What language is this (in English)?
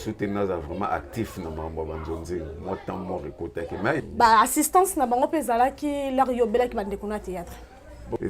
Lingala